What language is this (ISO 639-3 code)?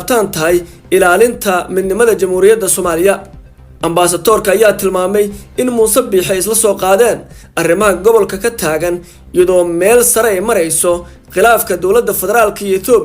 som